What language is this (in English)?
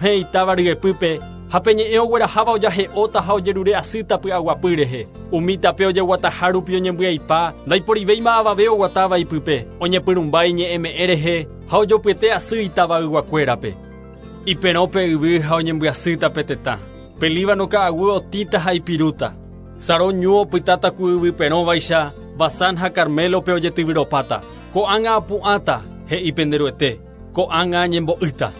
Guarani